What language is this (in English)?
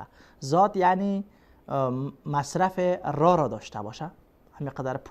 Persian